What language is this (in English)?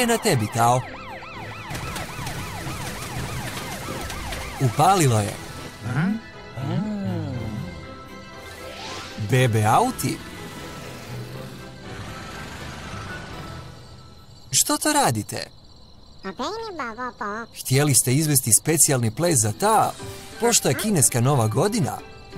Croatian